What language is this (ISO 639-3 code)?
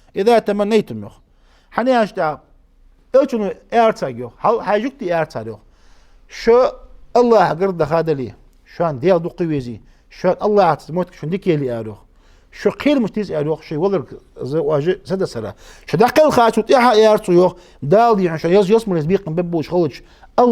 inh